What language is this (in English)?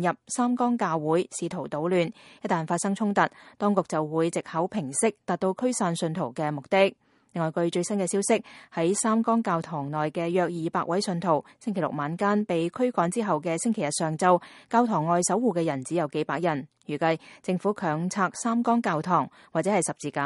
Cantonese